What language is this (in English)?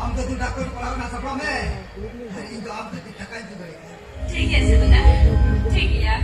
Santali